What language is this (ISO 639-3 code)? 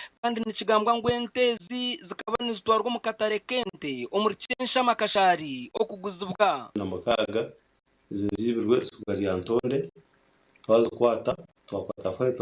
nyn